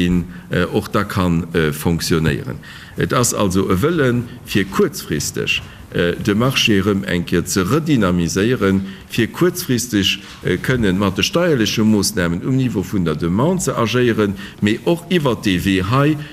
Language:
Luxembourgish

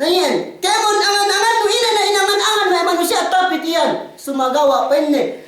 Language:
Yakan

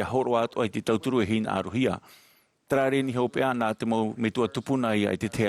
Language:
Tahitian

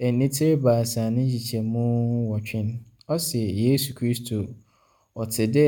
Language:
Akan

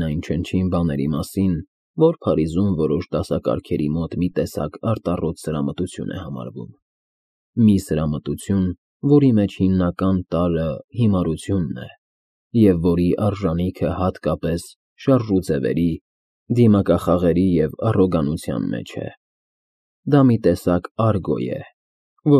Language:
Armenian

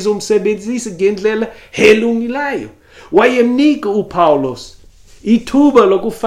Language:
Xhosa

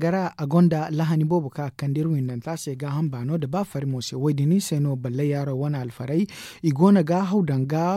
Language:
Zarma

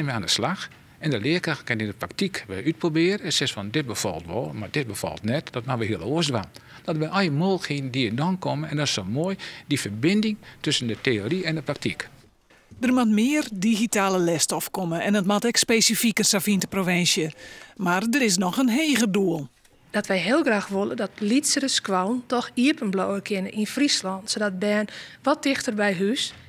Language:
Western Frisian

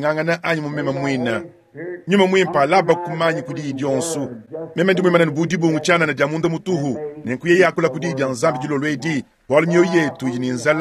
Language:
Luba-Lulua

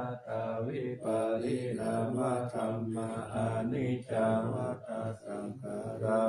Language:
Pali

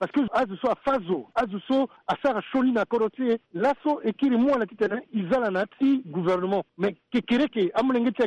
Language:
Sango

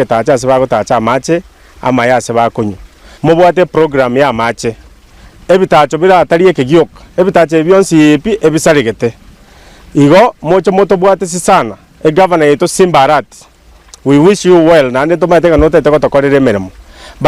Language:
Gusii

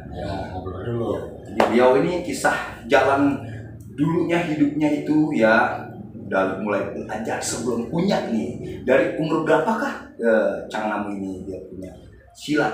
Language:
Betawi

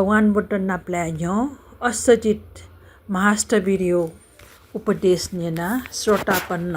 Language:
Newari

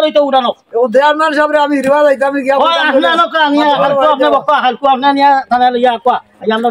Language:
Sylheti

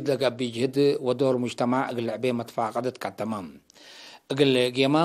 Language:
Tigre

